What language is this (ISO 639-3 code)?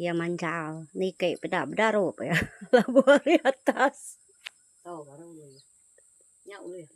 iba